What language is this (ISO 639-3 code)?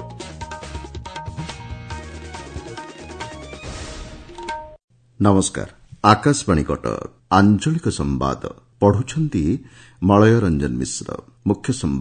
ori